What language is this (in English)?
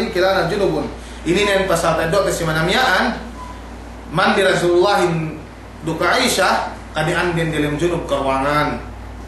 Yakan